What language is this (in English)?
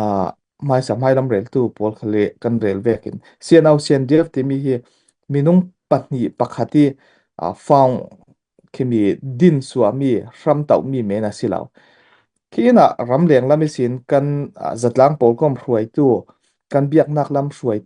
Falam Chin